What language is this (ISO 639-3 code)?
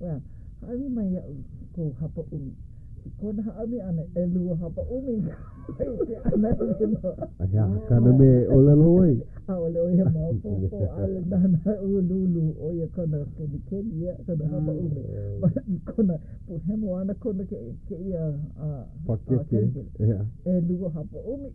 haw